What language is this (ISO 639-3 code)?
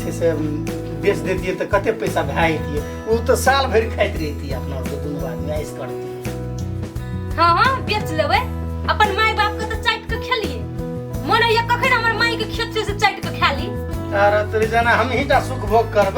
mai